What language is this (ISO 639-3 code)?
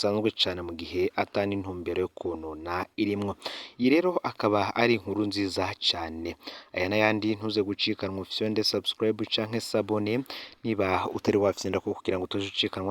run